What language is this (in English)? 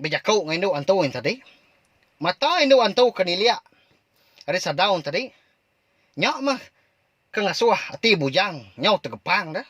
Iban